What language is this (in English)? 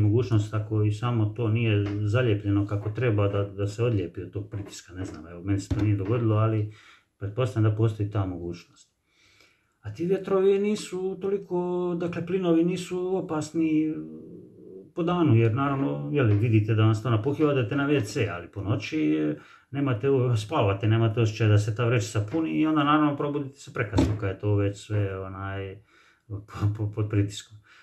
Croatian